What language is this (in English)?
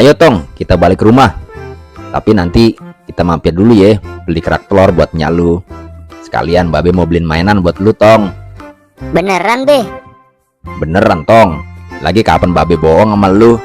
Betawi